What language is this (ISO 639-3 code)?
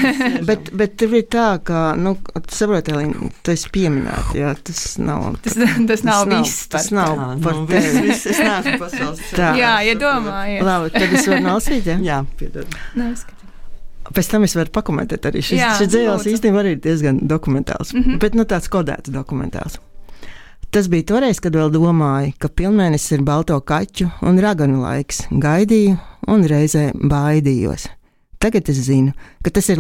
lav